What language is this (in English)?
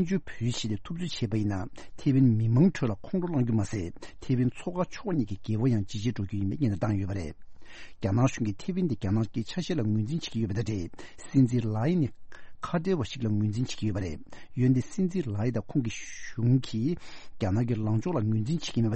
Tibetan